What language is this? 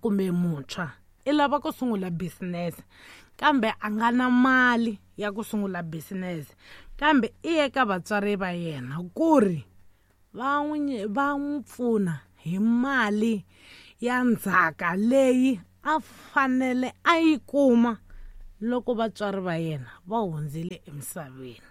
Tsonga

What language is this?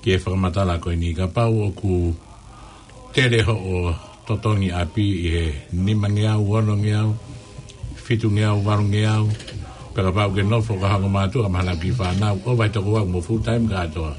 Tongan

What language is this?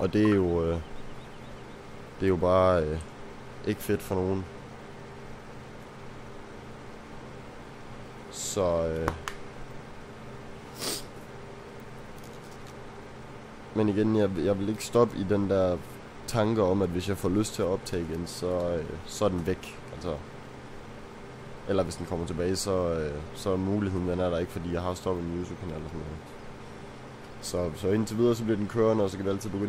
Danish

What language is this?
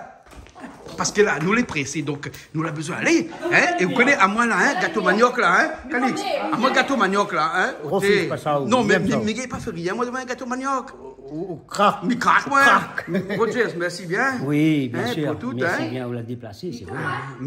Réunion Creole French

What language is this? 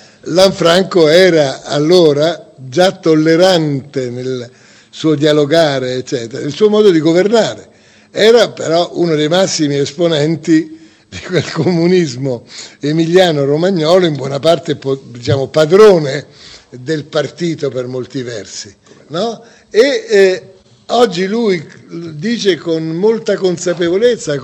Italian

